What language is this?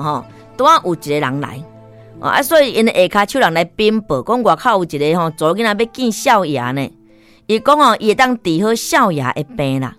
Min Nan Chinese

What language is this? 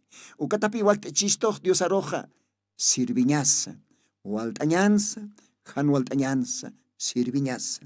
Aymara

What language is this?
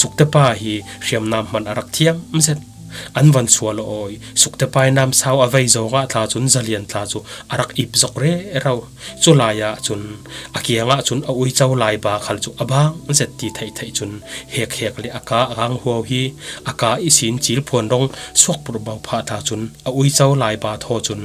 Falam Chin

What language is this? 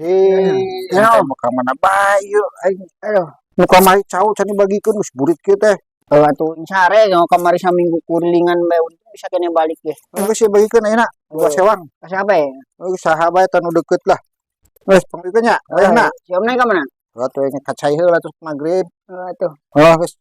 Sundanese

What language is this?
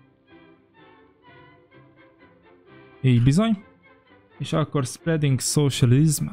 Hungarian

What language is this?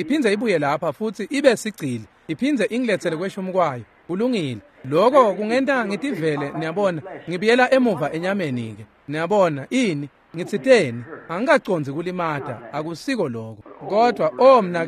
Swati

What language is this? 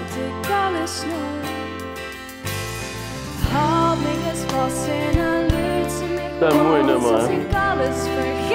Dutch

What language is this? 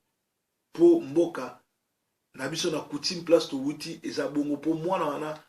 Lingala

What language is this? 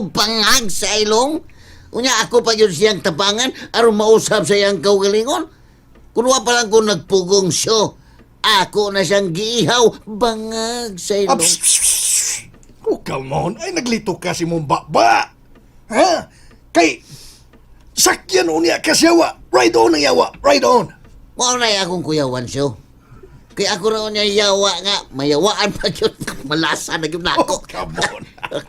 Cebuano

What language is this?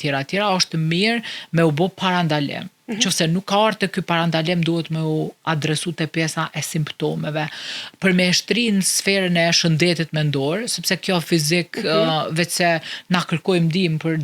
Albanian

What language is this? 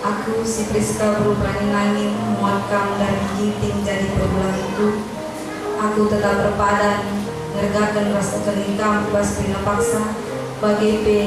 Batak Karo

